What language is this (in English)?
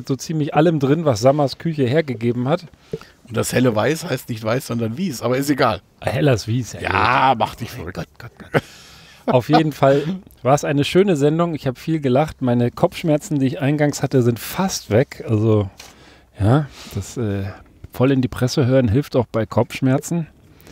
German